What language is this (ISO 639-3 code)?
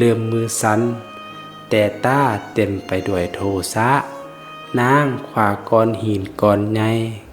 lao